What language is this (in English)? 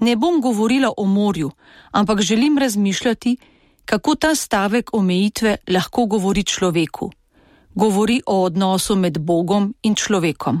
Slovenian